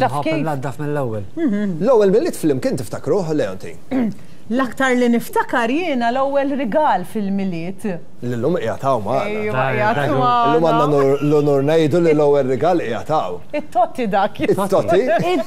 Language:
Maltese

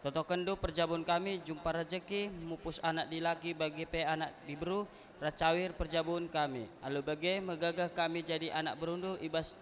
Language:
Batak Karo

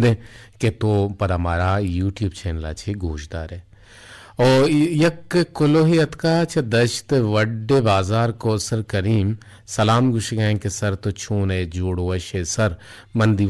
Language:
Eastern Balochi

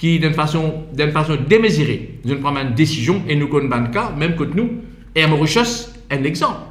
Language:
Morisyen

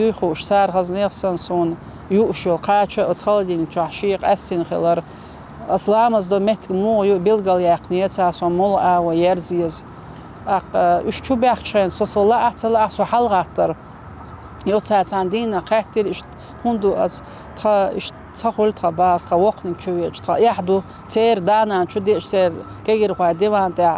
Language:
Chechen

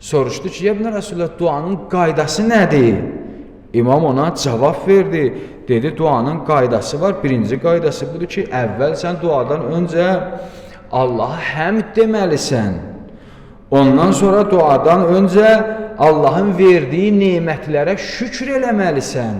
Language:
Azerbaijani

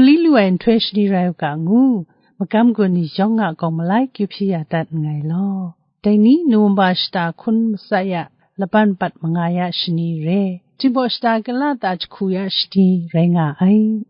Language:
Kachin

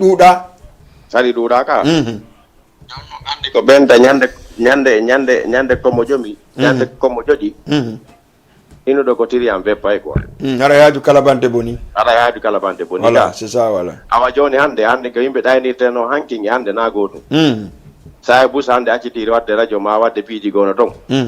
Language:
Fula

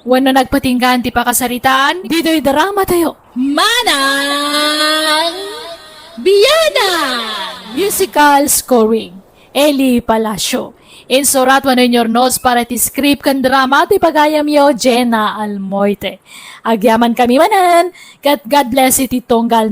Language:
Iloko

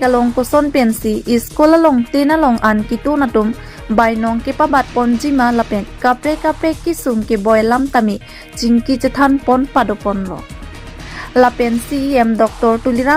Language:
Karbi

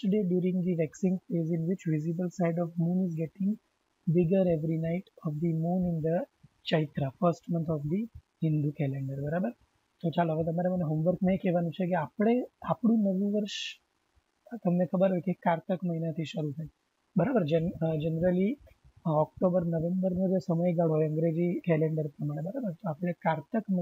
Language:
Gujarati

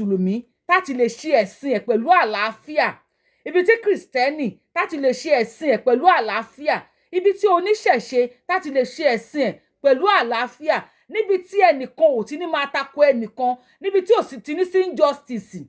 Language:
Yoruba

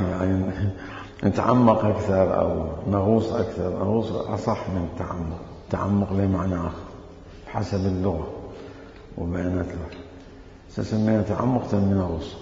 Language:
Mesopotamian Arabic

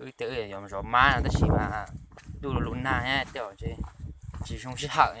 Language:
Hmong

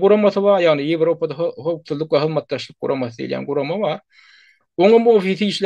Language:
Turkmen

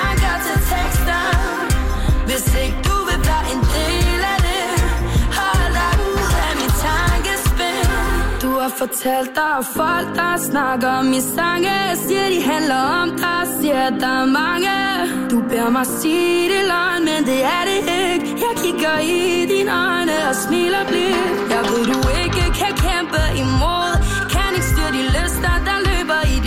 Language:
Danish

